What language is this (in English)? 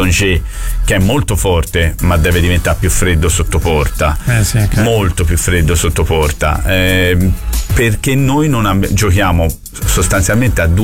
Italian